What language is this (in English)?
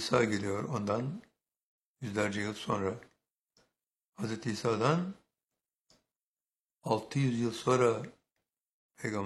Turkish